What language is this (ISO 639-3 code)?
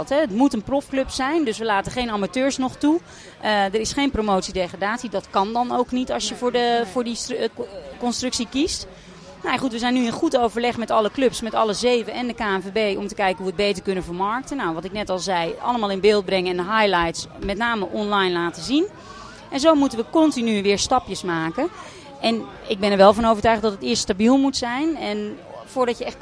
nld